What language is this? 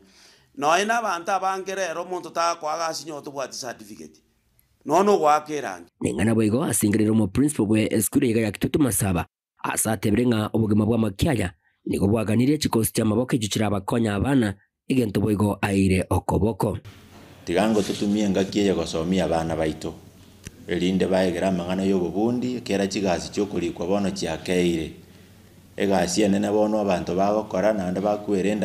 Gusii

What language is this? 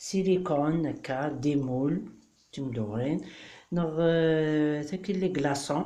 Kabyle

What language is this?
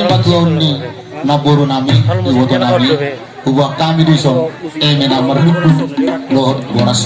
Batak Toba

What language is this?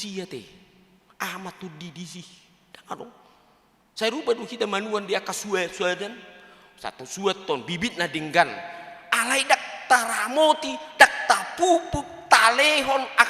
Batak Toba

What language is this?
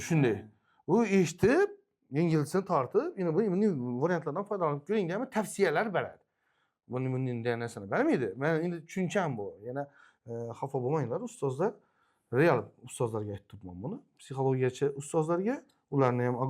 Uzbek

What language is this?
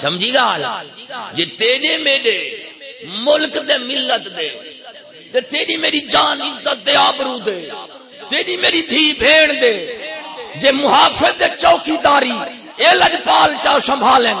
Saraiki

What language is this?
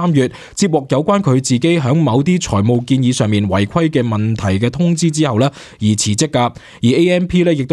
Cantonese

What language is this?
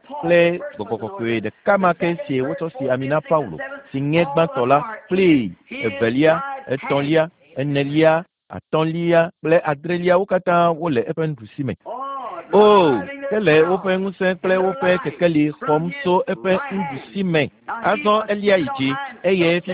Ewe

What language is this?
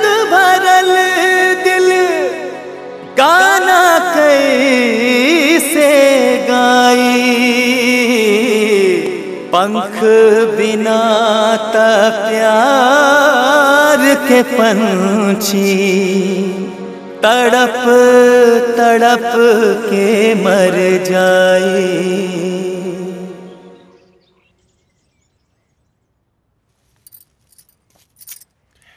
Bhojpuri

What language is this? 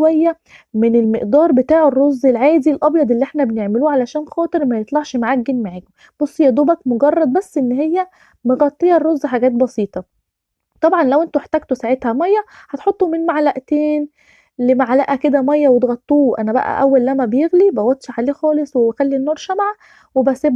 Egyptian Arabic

